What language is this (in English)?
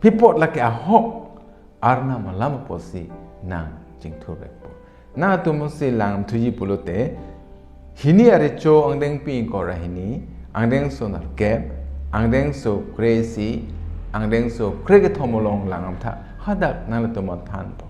Karbi